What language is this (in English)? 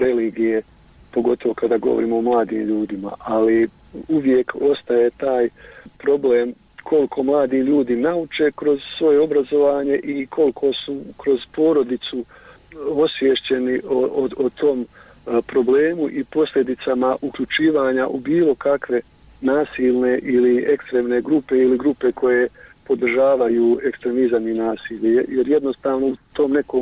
Bosnian